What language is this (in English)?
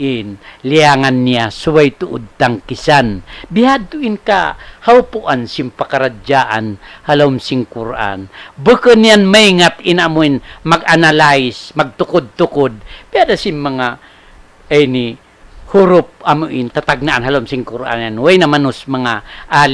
Tausug